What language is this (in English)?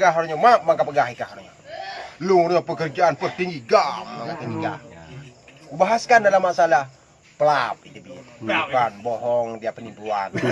Achinese